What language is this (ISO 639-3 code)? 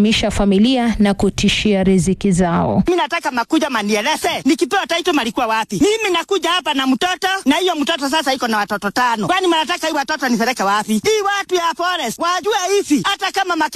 swa